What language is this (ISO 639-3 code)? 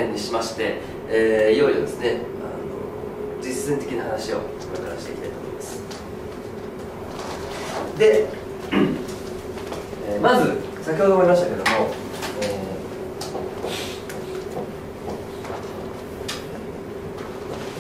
jpn